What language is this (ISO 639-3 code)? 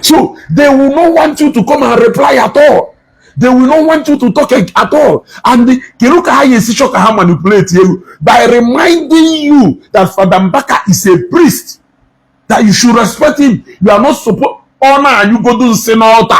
ibo